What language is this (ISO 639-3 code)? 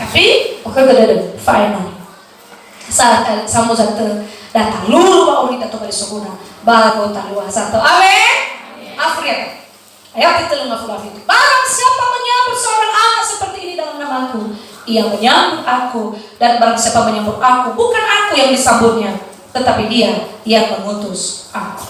nia